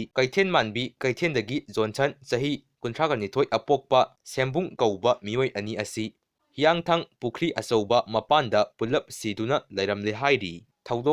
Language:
Manipuri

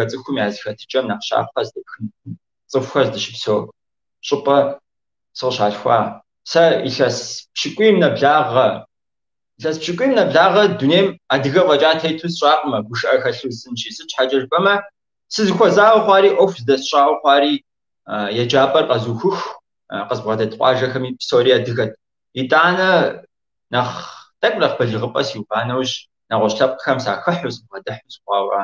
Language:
Kabardian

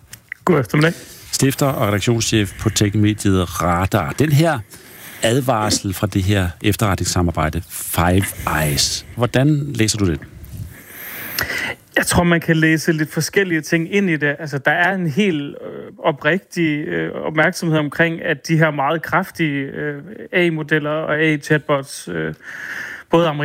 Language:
Danish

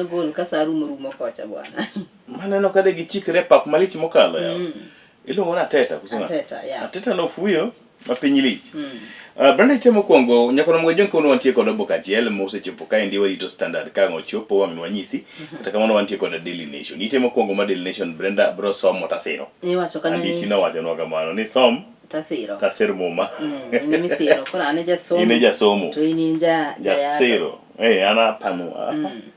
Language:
Luo (Kenya and Tanzania)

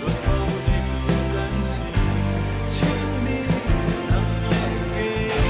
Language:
Falam Chin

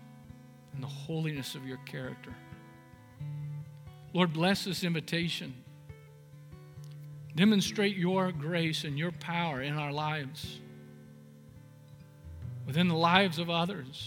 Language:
English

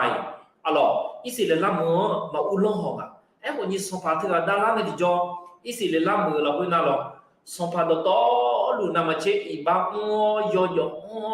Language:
Akha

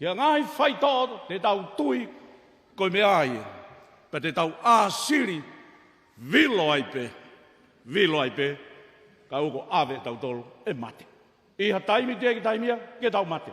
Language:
Tongan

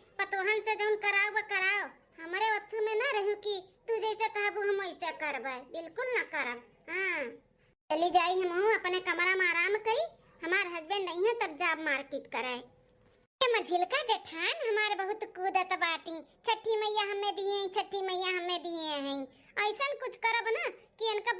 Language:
Awadhi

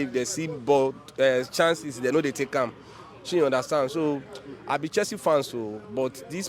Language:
Nigerian Pidgin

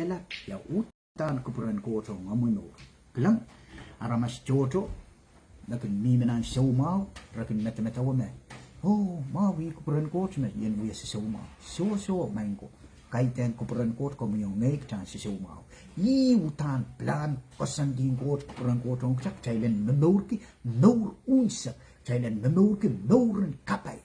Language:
Pohnpeian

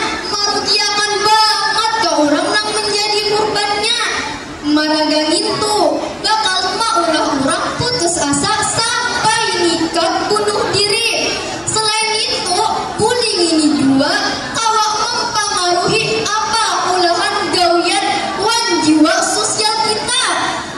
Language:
Banjar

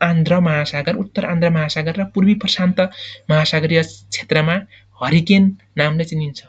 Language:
Nepali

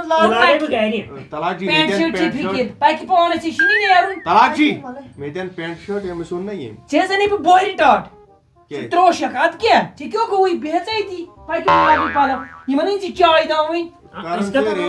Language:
Kashmiri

